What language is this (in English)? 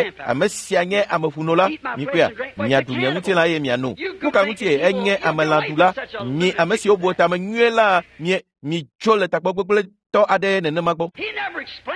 Ewe